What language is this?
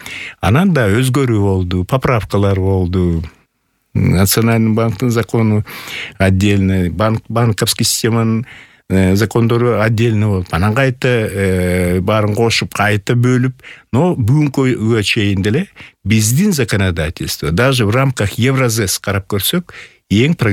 Kyrgyz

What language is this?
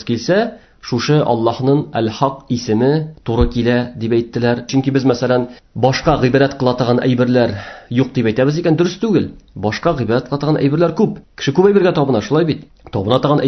Tatar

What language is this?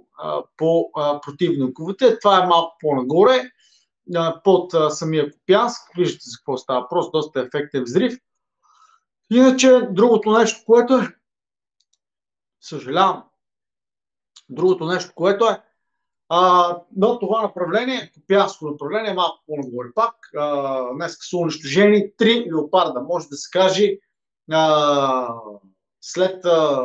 Bulgarian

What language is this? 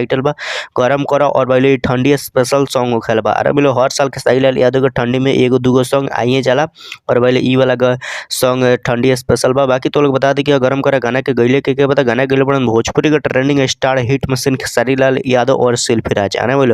Bhojpuri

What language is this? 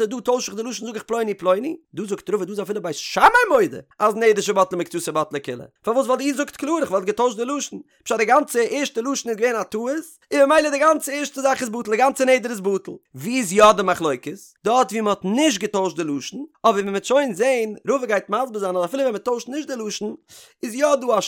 Yiddish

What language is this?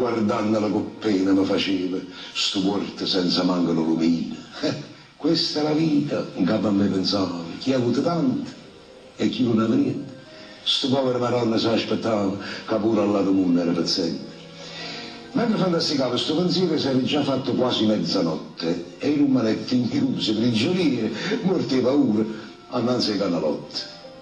Neapolitan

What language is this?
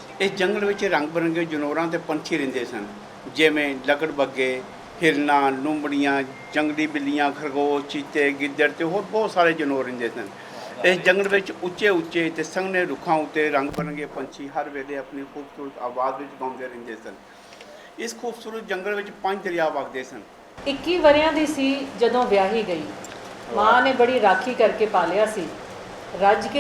Western Panjabi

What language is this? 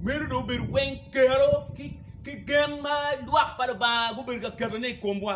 Acoli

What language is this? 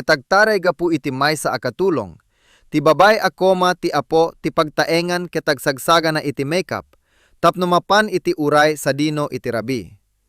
Iloko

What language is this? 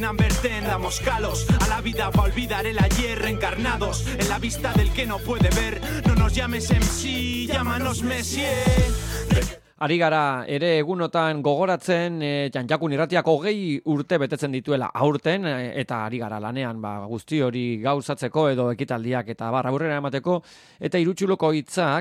Basque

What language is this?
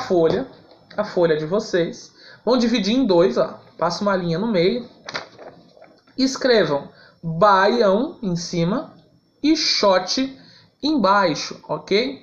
Portuguese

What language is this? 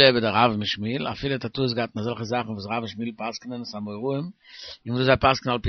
Yiddish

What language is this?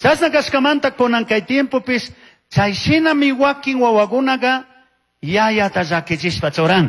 Chimborazo Highland Quichua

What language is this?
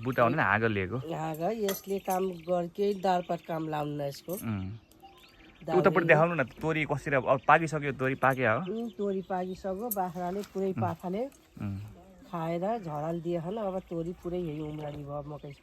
Nepali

